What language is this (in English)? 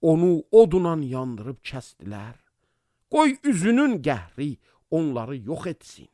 Azerbaijani